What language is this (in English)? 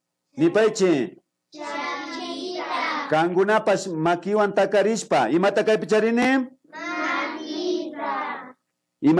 Imbabura Highland Quichua